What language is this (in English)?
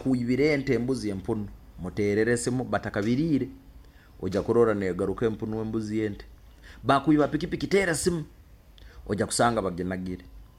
Nyoro